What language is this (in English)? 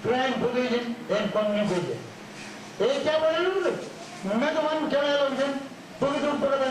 Marshallese